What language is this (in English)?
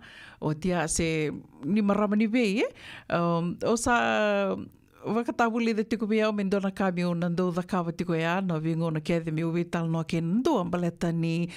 Fijian